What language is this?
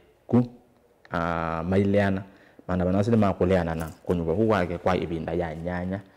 Kamba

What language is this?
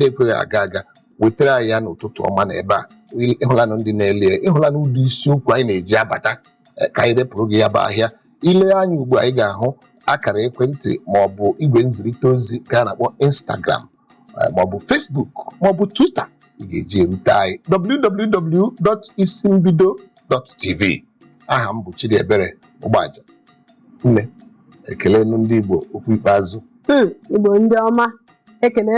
Igbo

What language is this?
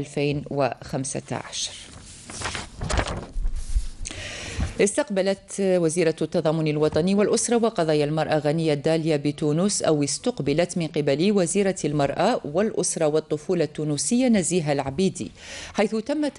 Arabic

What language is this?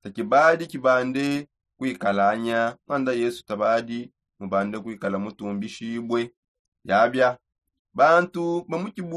Songe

